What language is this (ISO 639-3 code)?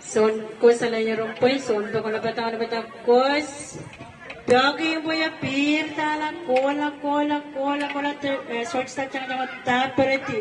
pon